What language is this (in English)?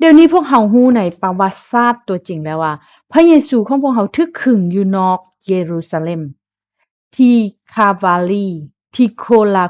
Lao